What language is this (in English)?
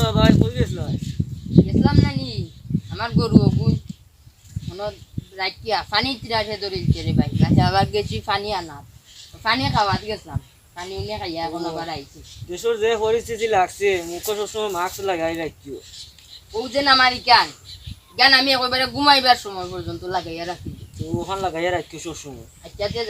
Sylheti